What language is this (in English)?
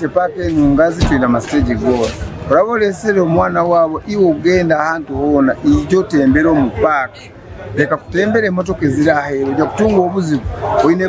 Nyankole